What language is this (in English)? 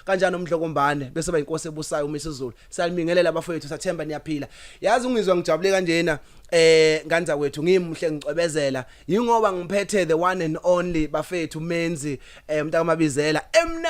Zulu